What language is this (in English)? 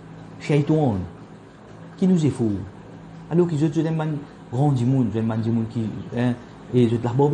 Morisyen